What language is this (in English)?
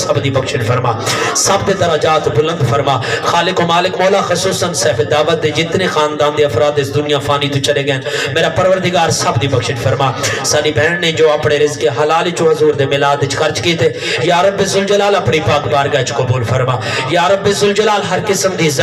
Saraiki